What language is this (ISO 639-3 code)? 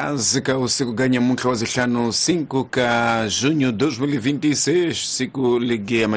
tso